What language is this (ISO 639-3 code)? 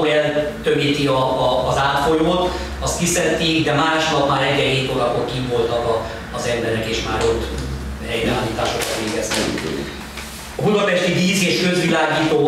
hun